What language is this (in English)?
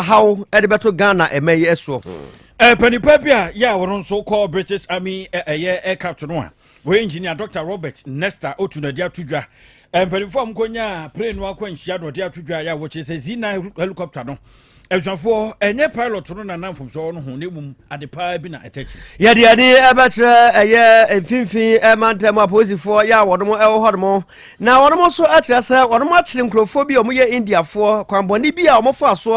Akan